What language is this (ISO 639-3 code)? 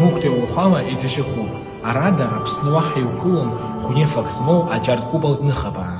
abk